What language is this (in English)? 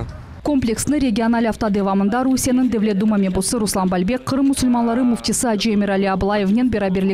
Crimean Tatar